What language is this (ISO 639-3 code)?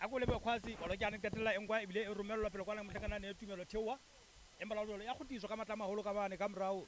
sot